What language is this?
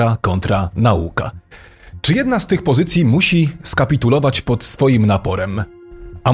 Polish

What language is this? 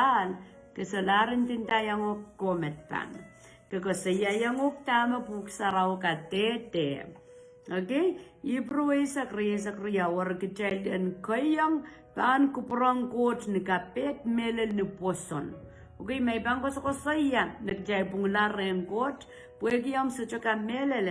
Pohnpeian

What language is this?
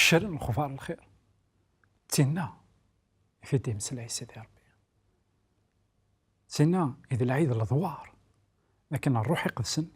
Kabyle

